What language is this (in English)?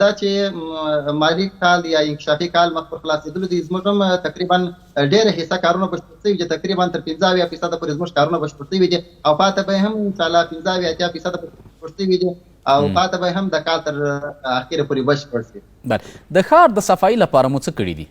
Pashto